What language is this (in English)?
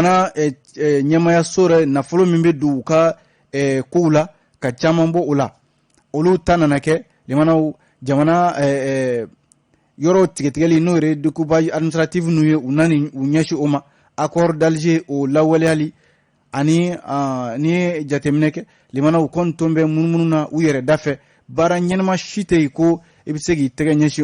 Bambara